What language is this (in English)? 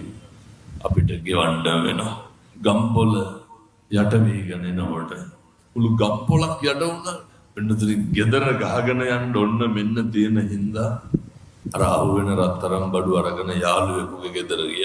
Sinhala